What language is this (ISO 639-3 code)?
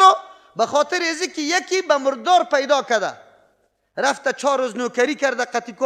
fas